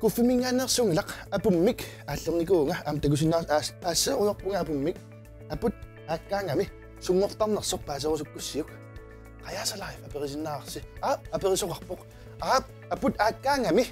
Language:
Kalaallisut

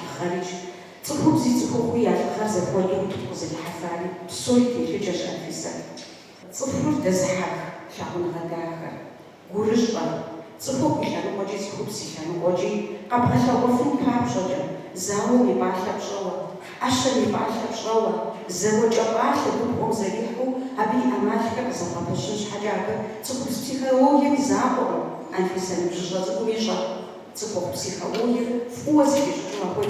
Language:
Kabardian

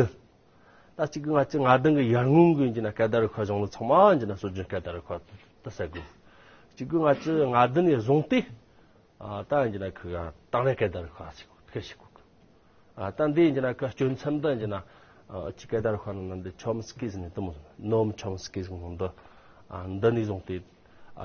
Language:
Amdo Tibetan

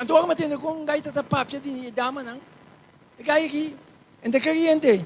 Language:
Papiamento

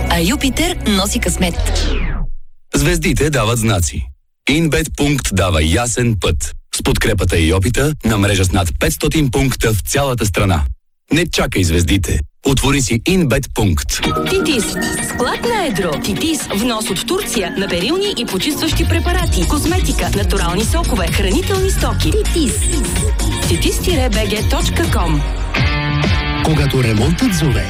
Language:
Bulgarian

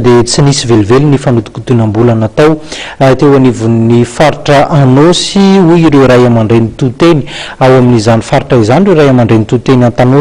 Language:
Malagasy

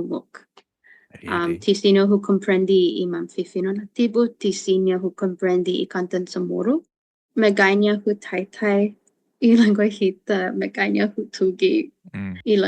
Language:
Chamorro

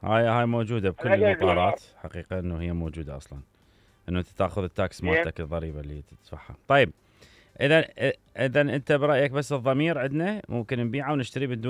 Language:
Mesopotamian Arabic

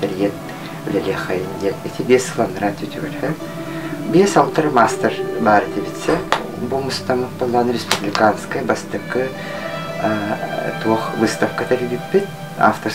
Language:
Yakut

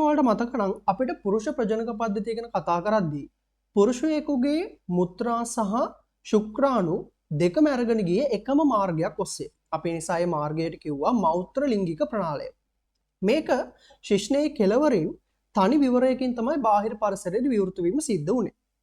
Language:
Sinhala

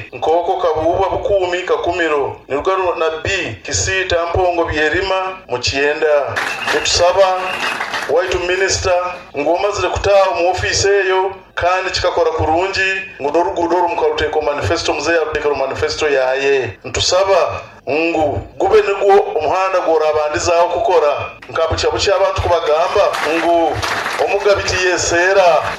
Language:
Nyoro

